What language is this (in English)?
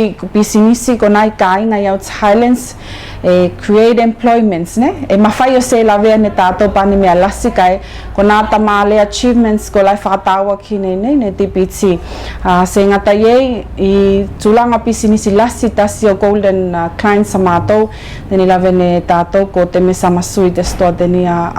Tuvalu